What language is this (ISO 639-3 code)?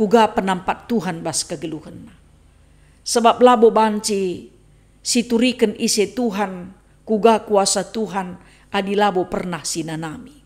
btx